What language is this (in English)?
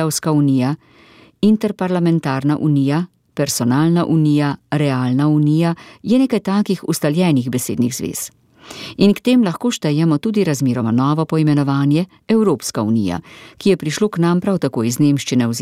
Slovenian